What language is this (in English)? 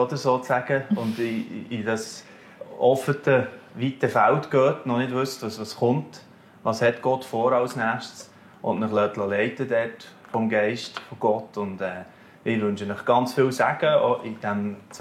Swiss German